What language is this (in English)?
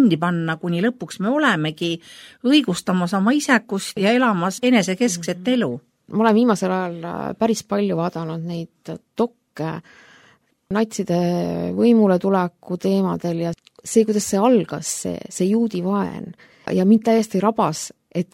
Estonian